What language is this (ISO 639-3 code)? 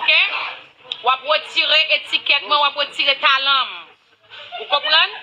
hat